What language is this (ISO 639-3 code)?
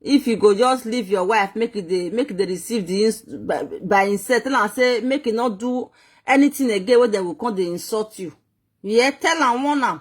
pcm